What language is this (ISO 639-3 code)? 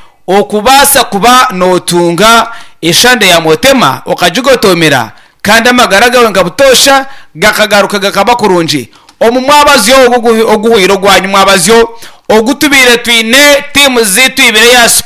nyn